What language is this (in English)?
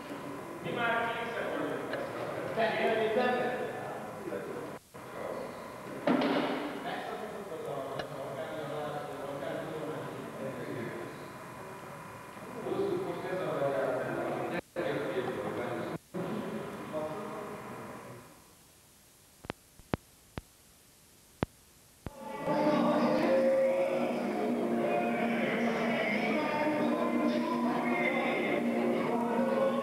Hungarian